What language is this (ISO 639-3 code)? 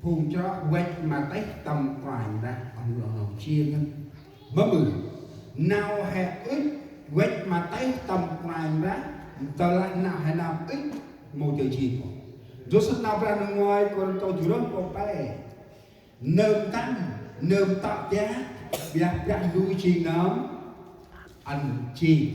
cmo